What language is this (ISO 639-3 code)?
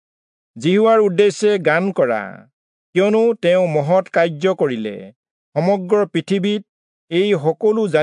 asm